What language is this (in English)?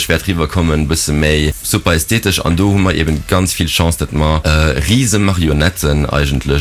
Luxembourgish